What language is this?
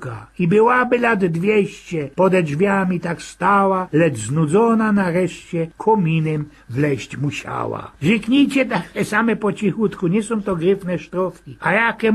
Silesian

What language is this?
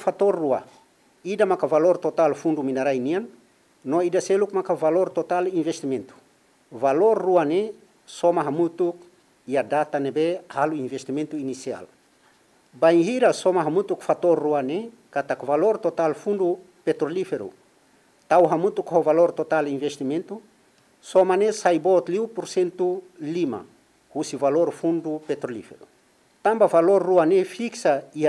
Tetum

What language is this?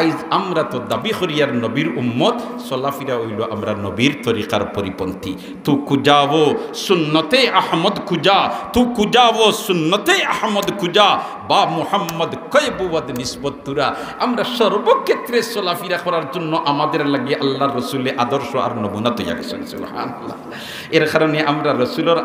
Sylheti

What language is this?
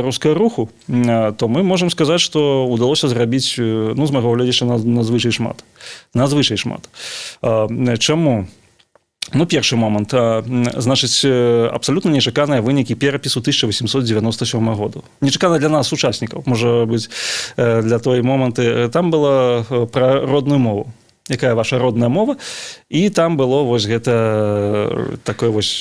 Belarusian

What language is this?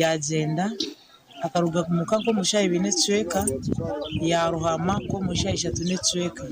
Nyankole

